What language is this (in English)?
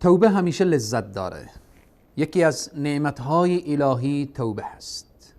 Persian